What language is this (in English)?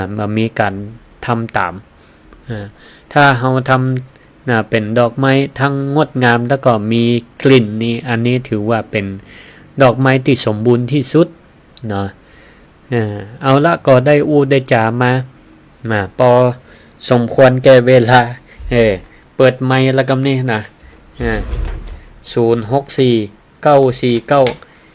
Northern Thai